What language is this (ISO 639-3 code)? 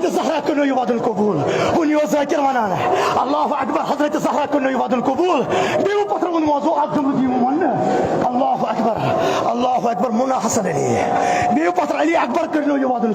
kas